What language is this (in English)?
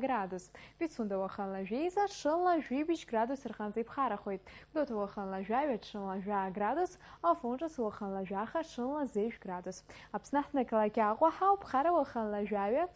Abkhazian